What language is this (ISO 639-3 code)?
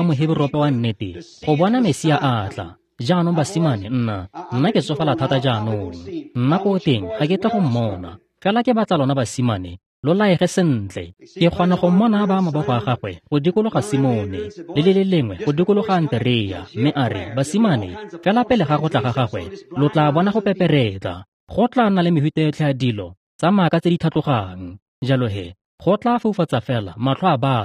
tsn